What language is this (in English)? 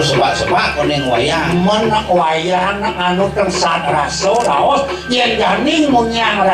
Balinese